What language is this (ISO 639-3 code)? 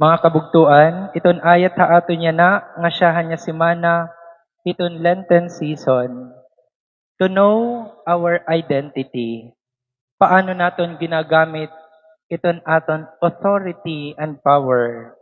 war